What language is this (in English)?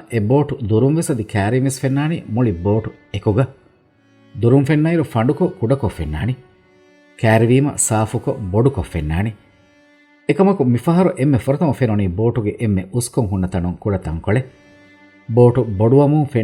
Divehi